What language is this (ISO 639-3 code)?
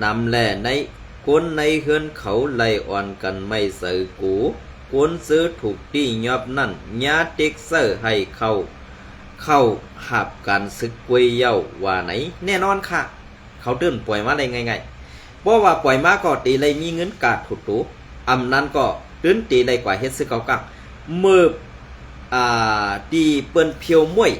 shn